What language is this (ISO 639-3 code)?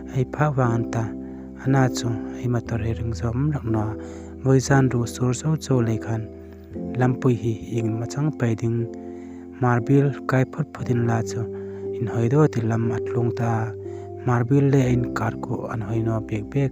hmr